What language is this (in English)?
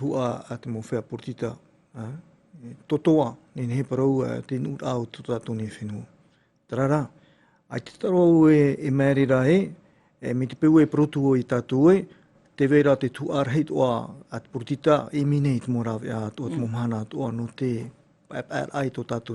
Tahitian